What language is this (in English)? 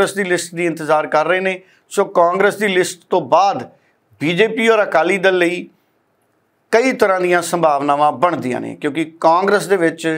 Punjabi